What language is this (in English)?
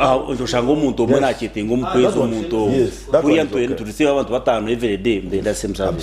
Nyankole